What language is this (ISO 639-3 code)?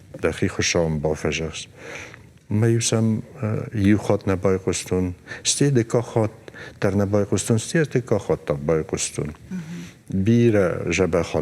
oss